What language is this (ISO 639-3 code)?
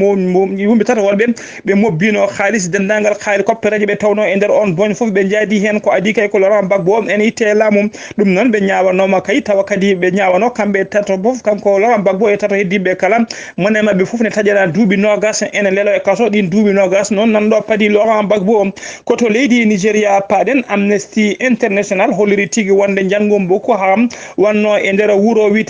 ful